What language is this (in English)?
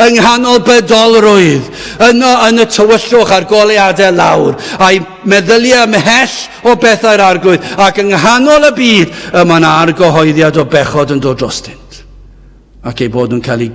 Welsh